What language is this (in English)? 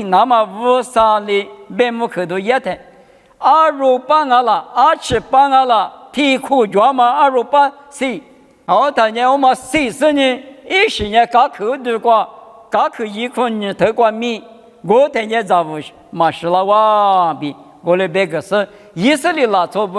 Lisu